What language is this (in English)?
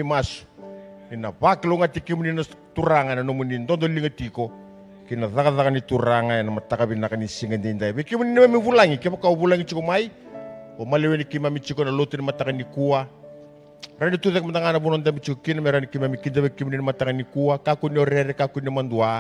Fijian